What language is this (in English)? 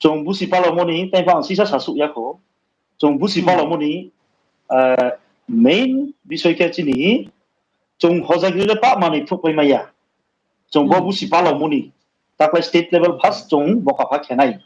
Riang (India)